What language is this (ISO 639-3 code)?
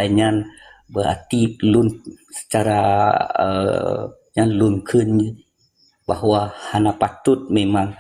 ace